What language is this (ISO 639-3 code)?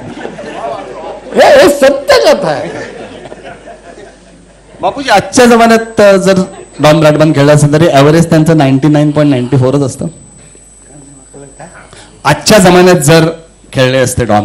mar